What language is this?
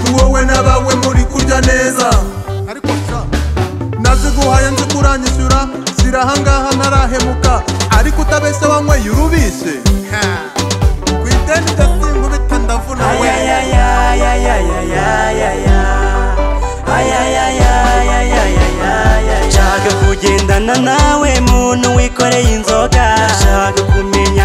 Kinyarwanda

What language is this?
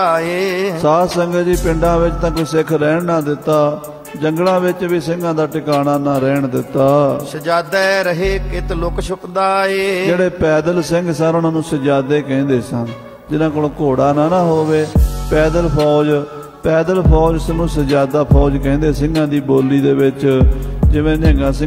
Punjabi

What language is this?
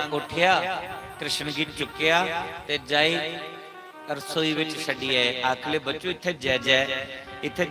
Dogri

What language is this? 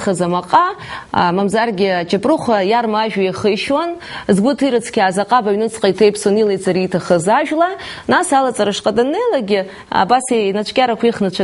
Abkhazian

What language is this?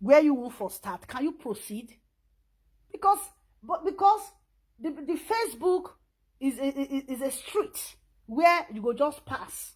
Nigerian Pidgin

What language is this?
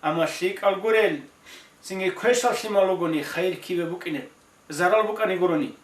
Avaric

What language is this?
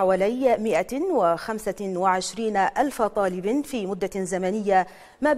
Arabic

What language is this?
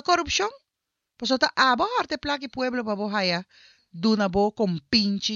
Papiamento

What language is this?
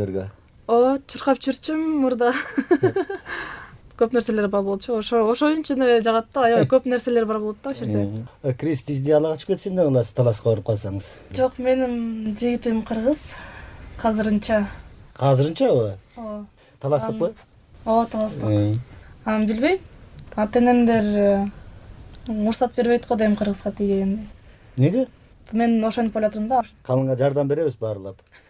Kyrgyz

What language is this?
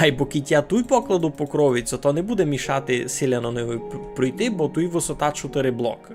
Rusyn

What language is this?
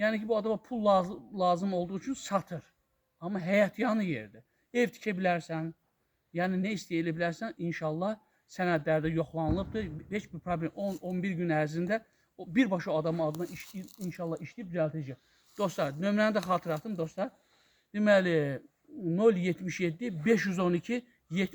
Azerbaijani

